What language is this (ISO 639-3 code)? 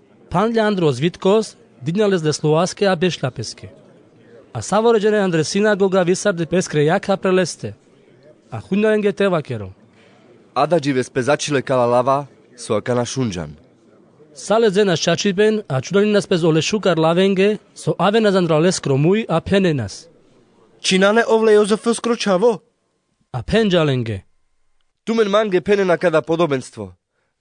rmc